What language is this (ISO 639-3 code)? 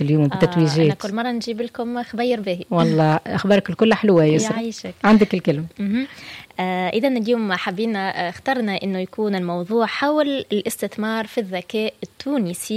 aeb